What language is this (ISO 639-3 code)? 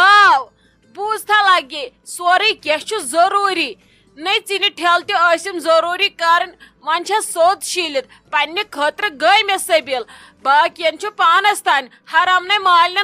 kas